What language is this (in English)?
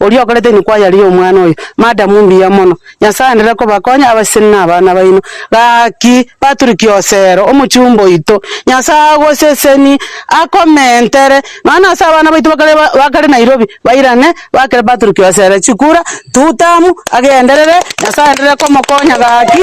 Gusii